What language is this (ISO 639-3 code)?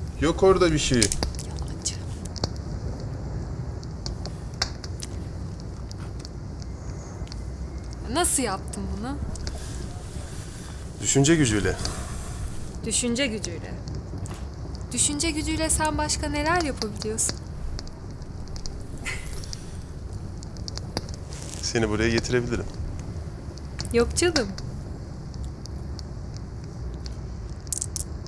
tur